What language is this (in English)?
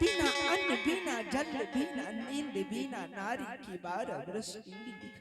Angika